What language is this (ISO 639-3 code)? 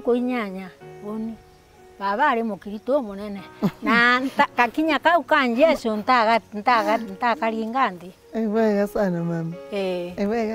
mer